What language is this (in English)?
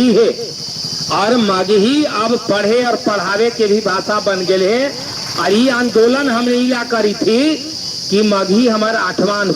Magahi